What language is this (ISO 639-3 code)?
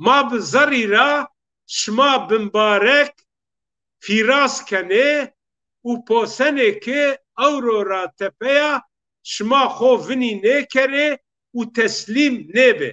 zza